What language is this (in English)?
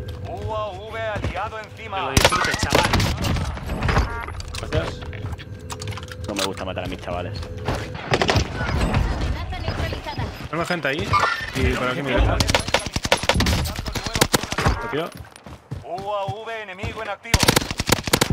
Spanish